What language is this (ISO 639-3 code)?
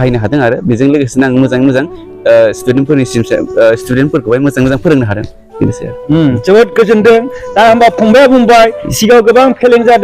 brx